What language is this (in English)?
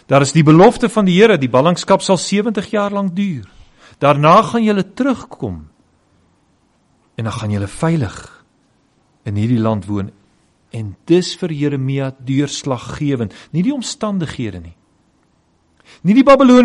Afrikaans